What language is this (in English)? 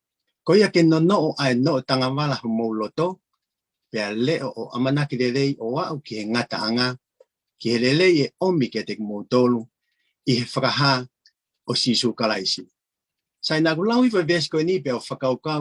Tongan